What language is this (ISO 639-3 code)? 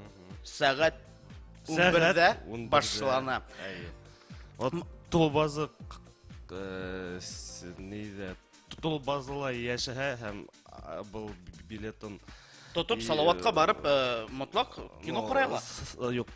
bak